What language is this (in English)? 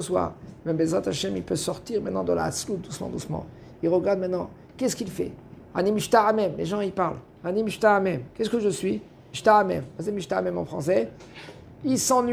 French